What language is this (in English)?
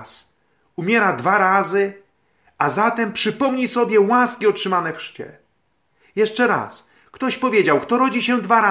Polish